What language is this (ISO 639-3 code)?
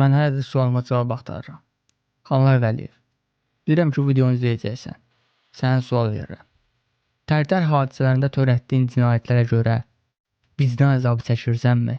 aze